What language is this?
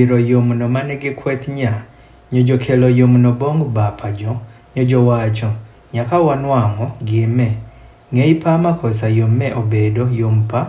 Adhola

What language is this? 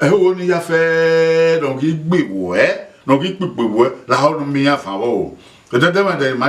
Bini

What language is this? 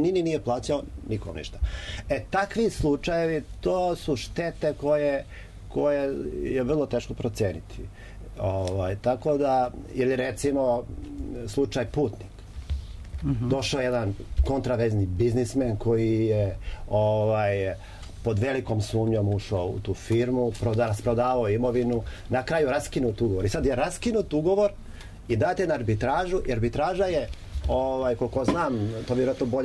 Serbian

